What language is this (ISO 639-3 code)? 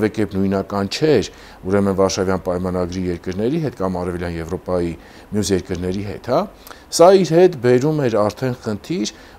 hye